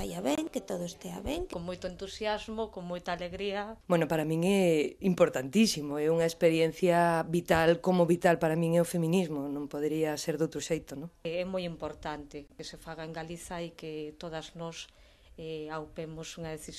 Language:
Galician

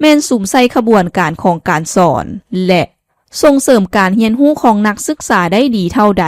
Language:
Lao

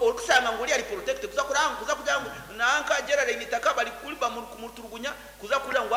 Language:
Nyankole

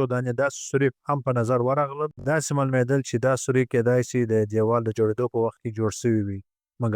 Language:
Pashto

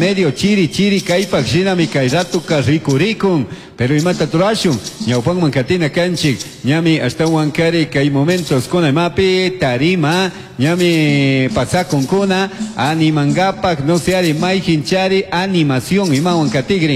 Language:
Chimborazo Highland Quichua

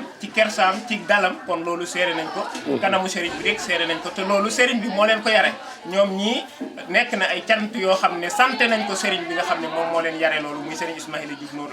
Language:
Wolof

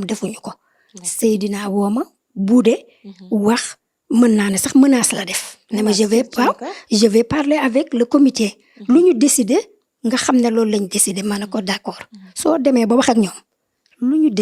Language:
Wolof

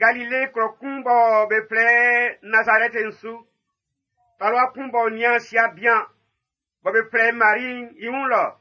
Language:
Baoulé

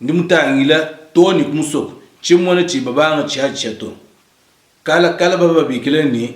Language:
Luba-Lulua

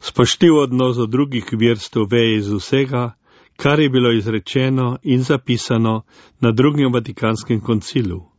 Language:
Slovenian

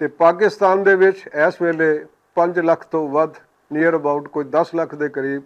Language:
Western Panjabi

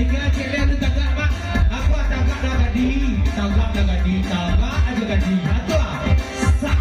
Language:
Minangkabau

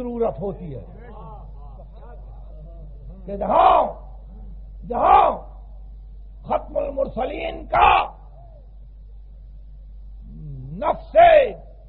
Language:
Urdu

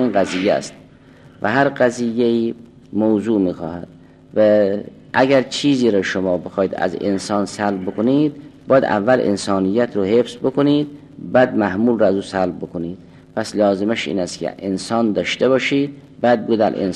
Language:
Persian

